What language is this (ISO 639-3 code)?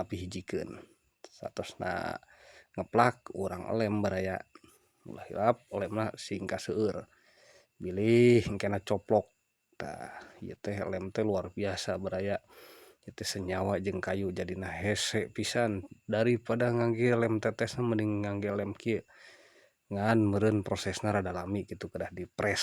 sun